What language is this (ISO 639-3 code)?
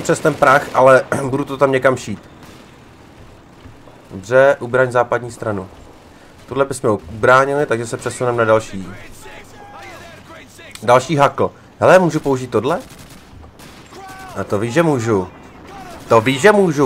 ces